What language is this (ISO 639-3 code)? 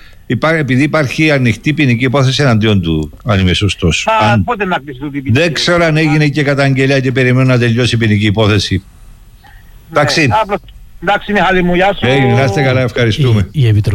ell